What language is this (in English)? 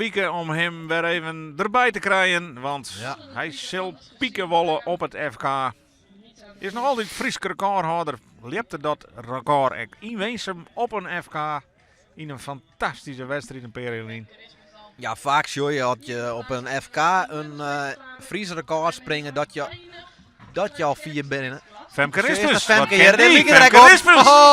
Western Frisian